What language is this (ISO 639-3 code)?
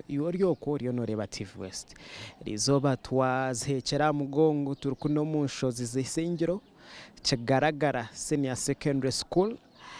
nyn